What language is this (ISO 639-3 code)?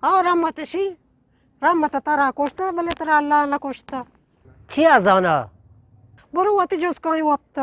bgp